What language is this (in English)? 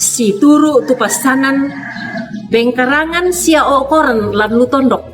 Toraja-Sa'dan